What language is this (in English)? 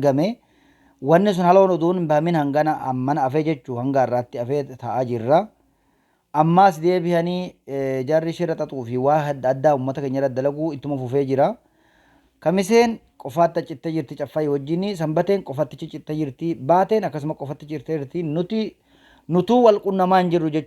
Oromo